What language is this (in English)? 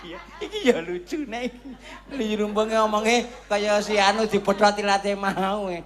Javanese